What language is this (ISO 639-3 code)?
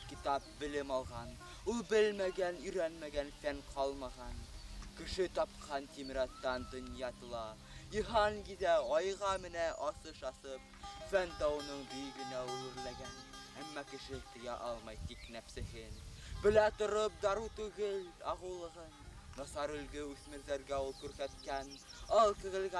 bak